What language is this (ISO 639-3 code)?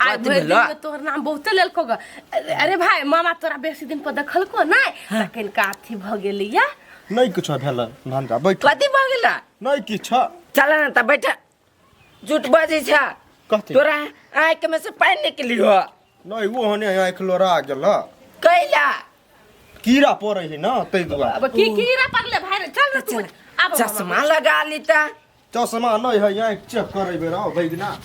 mai